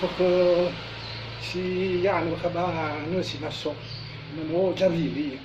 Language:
Nias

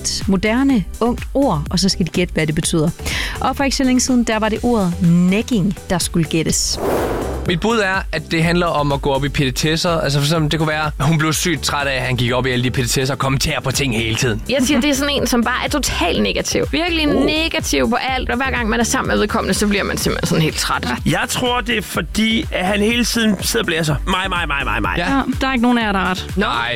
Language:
Danish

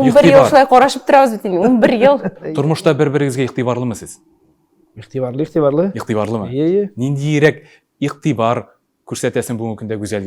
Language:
Tatar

